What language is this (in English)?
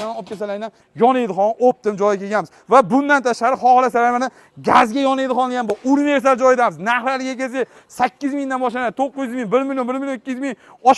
Uzbek